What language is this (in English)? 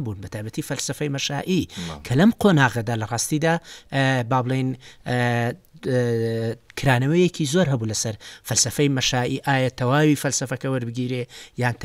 Central Kurdish